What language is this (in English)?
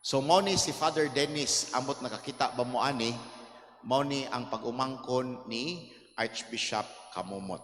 Cebuano